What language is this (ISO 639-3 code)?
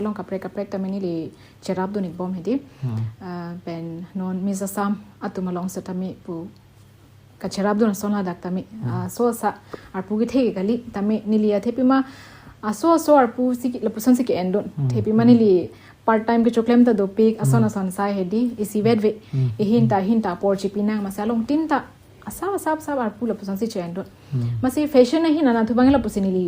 mjw